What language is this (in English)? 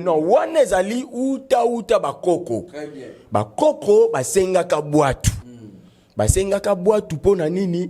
Lingala